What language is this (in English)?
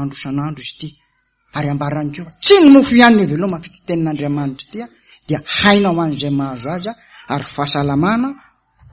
Malagasy